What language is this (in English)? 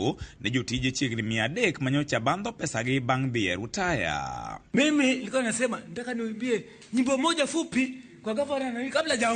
Luo (Kenya and Tanzania)